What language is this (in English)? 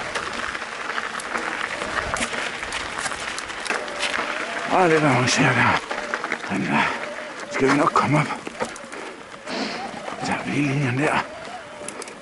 Danish